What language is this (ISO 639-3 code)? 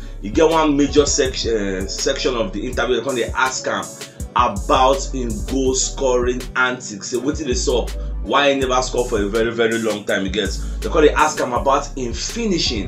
pcm